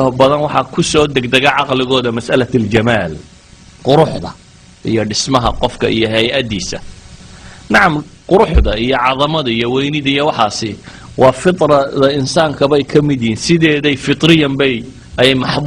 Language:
Somali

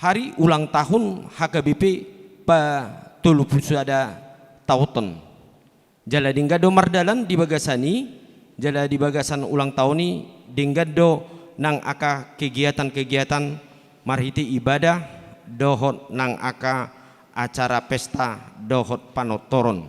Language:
Batak Toba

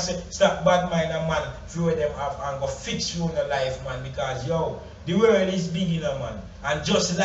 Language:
Jamaican Creole English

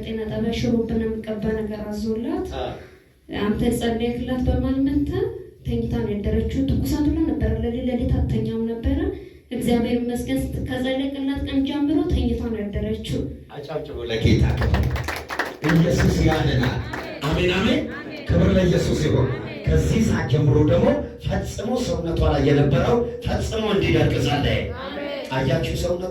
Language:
Amharic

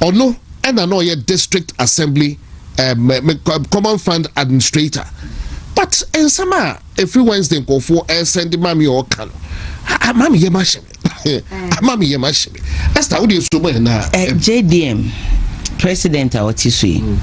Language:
Akan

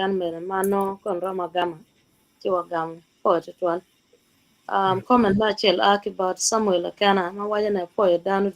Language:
Acoli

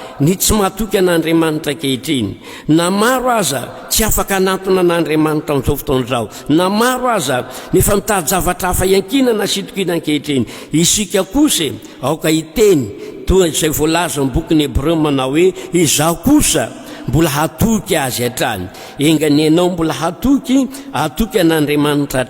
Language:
Malagasy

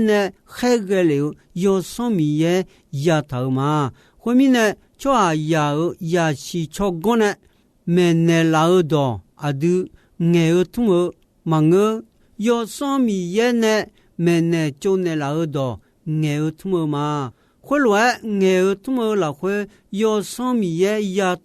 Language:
Akha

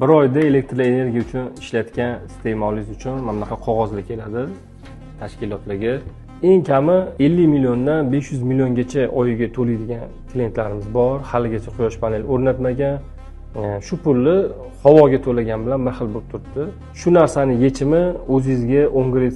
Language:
Uzbek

